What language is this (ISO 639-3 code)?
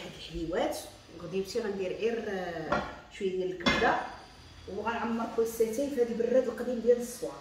ary